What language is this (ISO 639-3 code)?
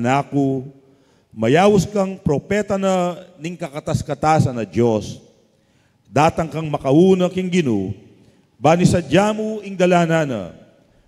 pam